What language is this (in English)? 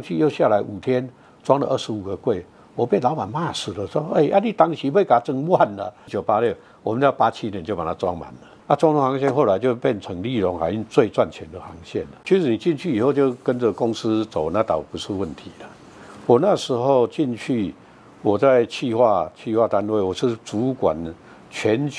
Chinese